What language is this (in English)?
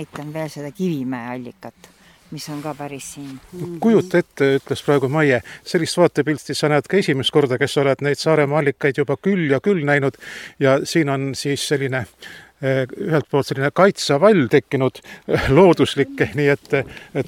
Estonian